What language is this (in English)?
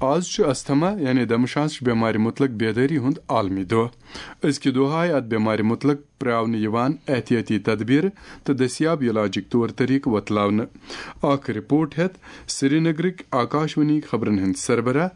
Kashmiri